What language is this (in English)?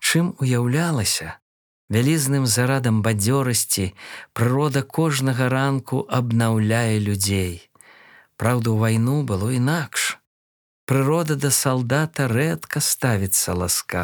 Belarusian